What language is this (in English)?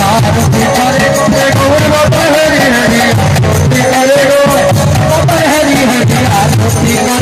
Bhojpuri